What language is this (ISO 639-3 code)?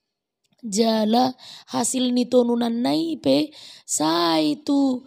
bbc